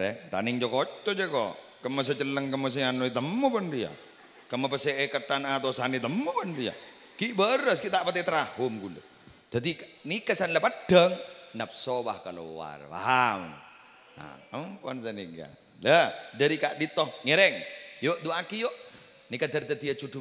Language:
Madurese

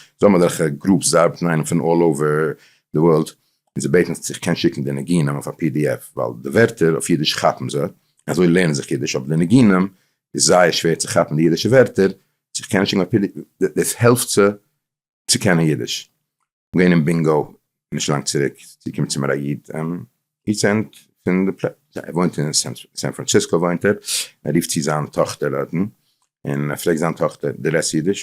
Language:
Yiddish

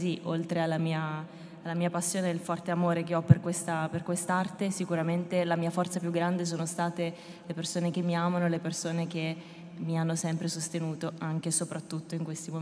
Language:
Italian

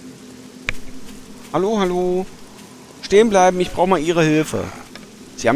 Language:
German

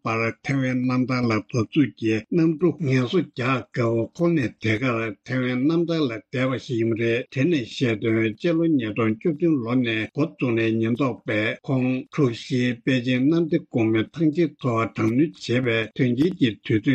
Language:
Tibetan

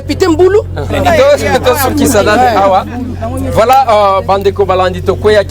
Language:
Lingala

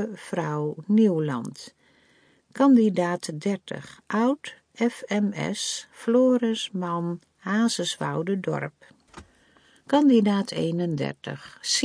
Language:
Dutch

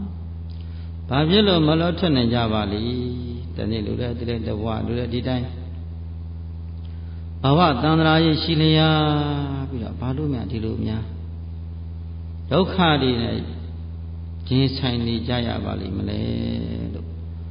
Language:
Burmese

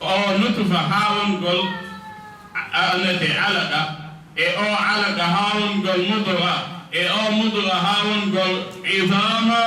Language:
Fula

